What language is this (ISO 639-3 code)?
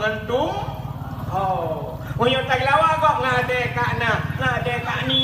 ace